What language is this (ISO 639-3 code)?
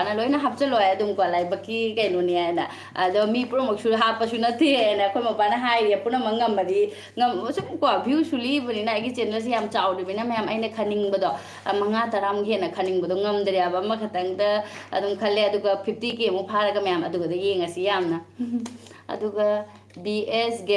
mni